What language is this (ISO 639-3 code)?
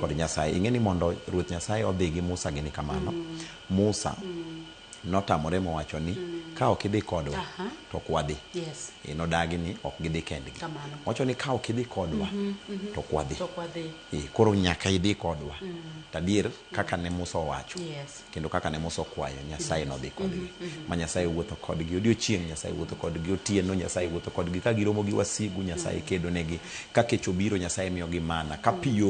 luo